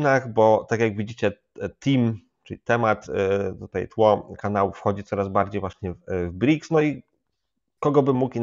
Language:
Polish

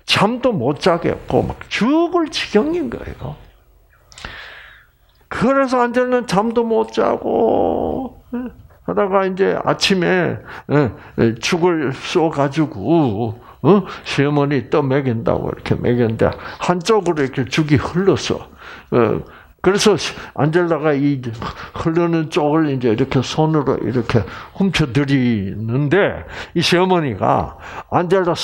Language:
Korean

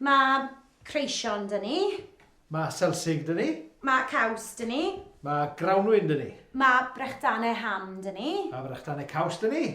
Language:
Welsh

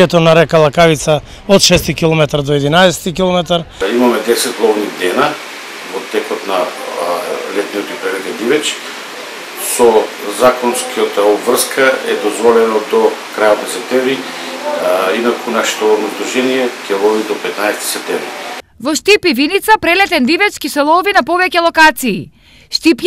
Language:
Macedonian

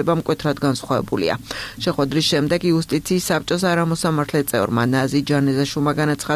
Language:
Georgian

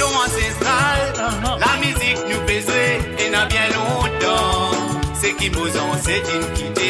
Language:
Morisyen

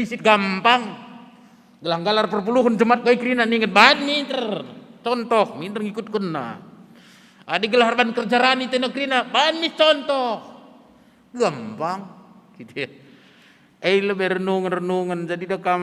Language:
Batak Karo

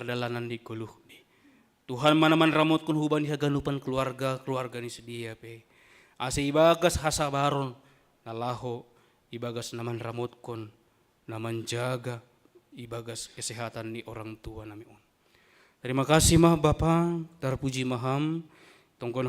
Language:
Batak Simalungun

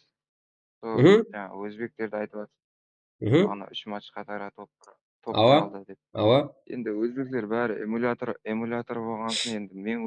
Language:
Kara-Kalpak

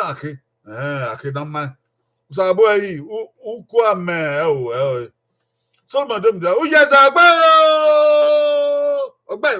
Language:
Bini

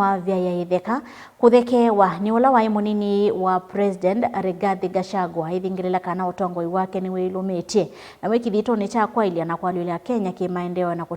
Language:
Kamba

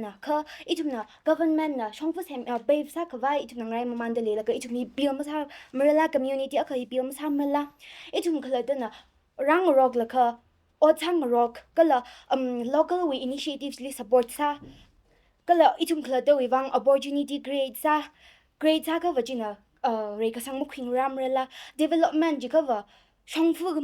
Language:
Tangkhul Naga (India)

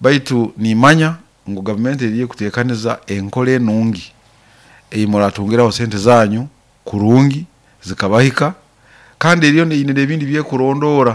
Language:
Nyoro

